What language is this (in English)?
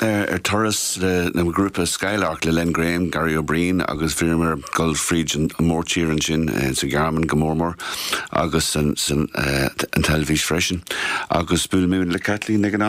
Irish